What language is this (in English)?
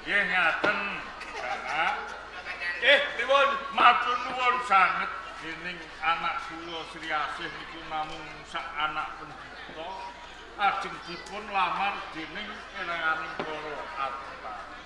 Javanese